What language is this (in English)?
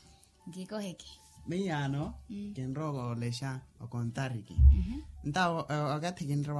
Makhuwa